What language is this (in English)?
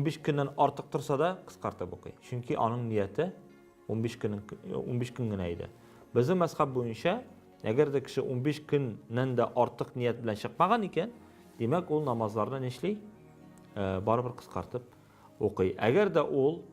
Tatar